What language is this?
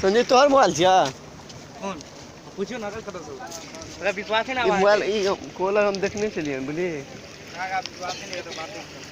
Maithili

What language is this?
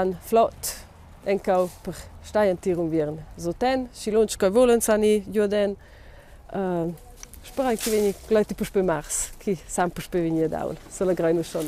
Romansh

